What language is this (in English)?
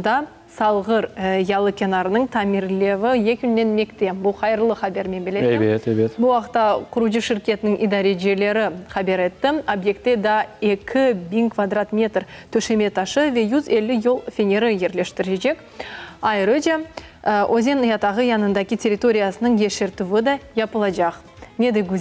Crimean Tatar